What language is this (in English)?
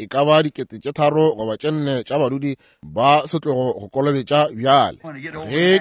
Northern Sotho